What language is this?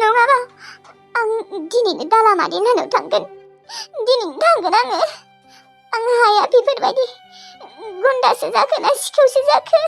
Bodo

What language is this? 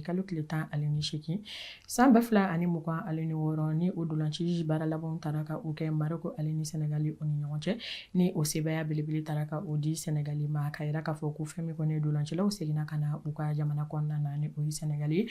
Bambara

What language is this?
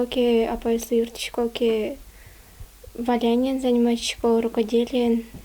Udmurt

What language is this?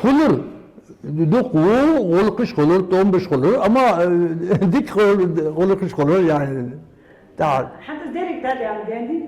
Ingush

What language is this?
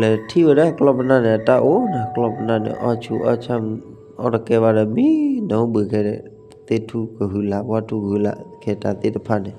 S'gaw Karen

